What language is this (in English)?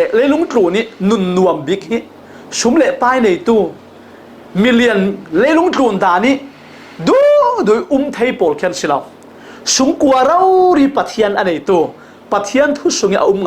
Falam Chin